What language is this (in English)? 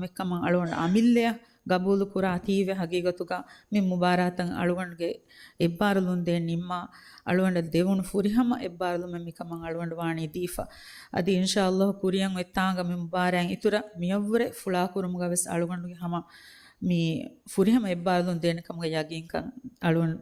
Divehi